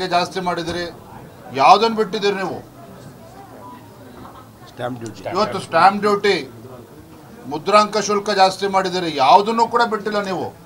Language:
Kannada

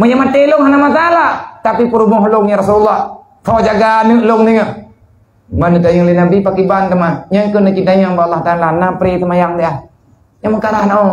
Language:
Achinese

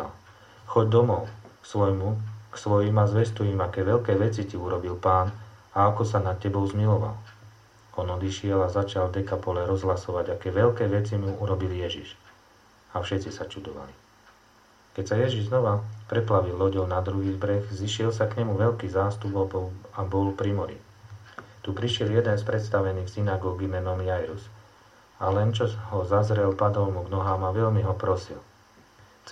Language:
Slovak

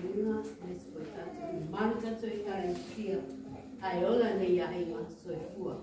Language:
Māori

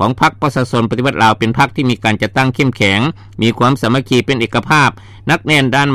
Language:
Lao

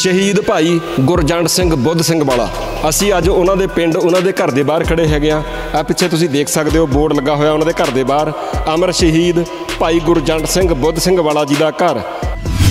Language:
Punjabi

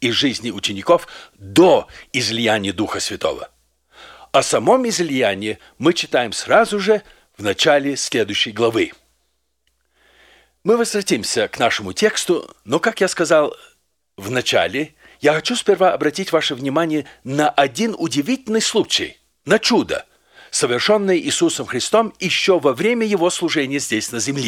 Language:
Russian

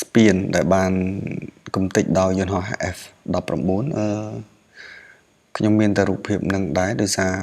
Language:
Khmer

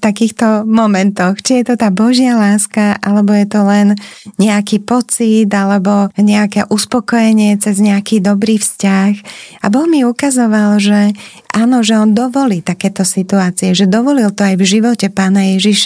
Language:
Slovak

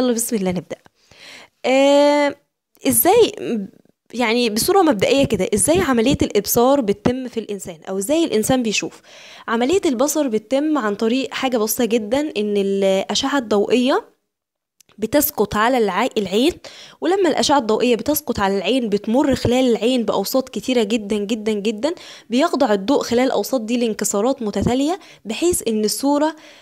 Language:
Egyptian Arabic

